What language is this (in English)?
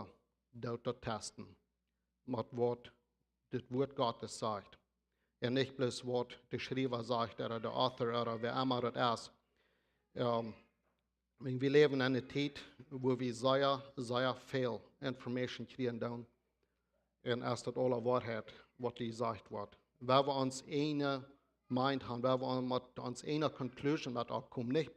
Plautdietsch